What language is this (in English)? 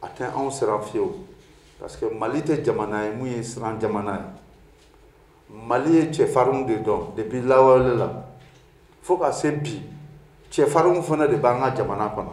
Bambara